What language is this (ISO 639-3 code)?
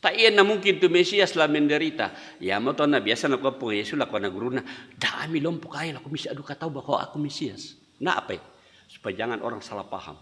sda